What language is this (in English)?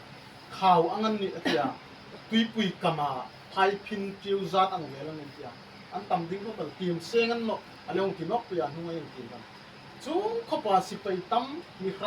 Hmar